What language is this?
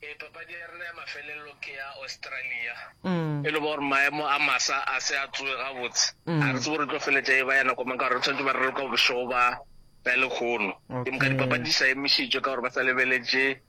Northern Sotho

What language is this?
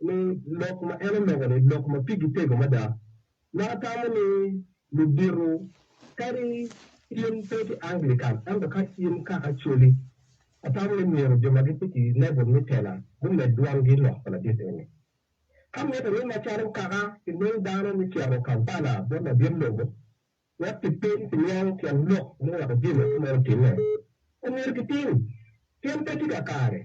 Acoli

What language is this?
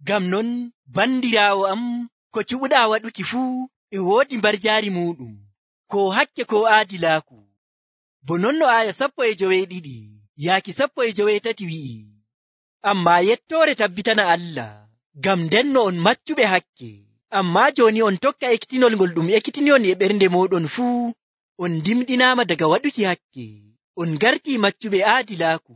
Nigerian Fulfulde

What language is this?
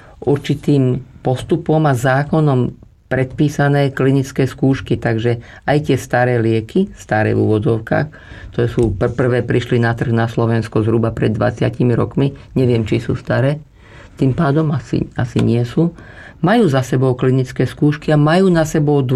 Slovak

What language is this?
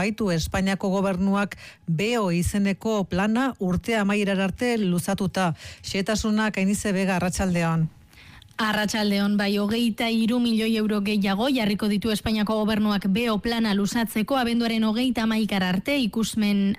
Basque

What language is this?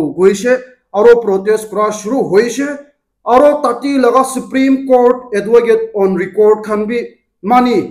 Naga Pidgin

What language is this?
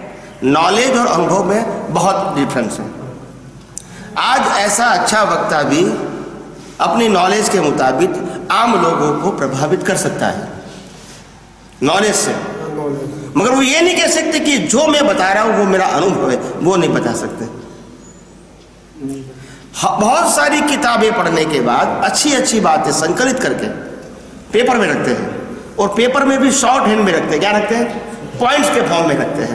Hindi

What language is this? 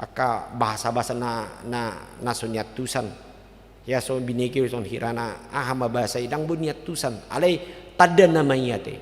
Batak Toba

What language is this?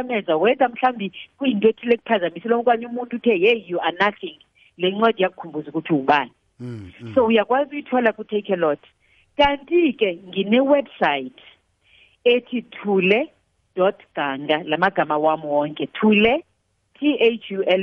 South Ndebele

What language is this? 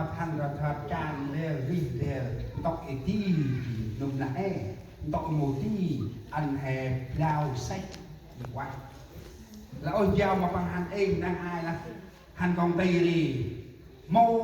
Central Mnong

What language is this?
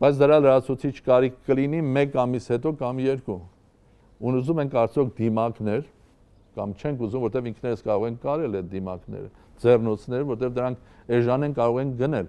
Armenian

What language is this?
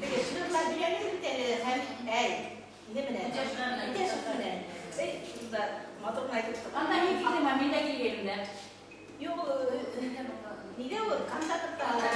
Bashkir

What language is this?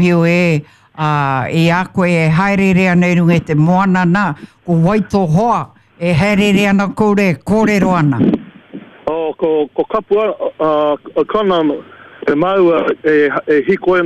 Māori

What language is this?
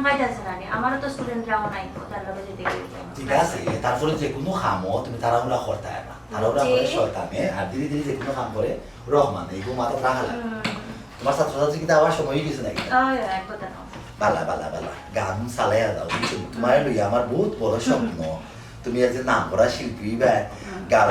Sylheti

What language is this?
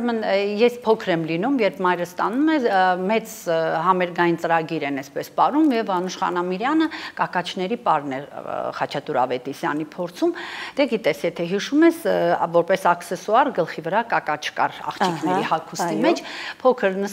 Armenian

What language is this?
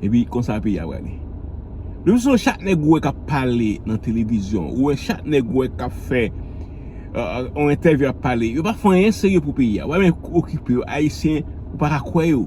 Haitian Creole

